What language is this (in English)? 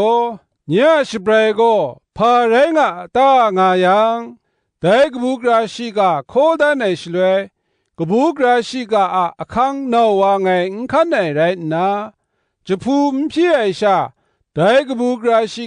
Kachin